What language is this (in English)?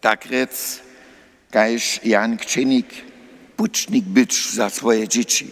Upper Sorbian